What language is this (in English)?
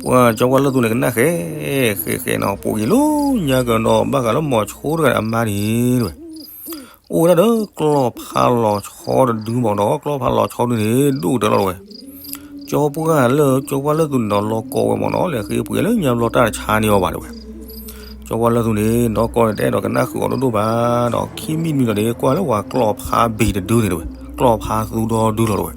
S'gaw Karen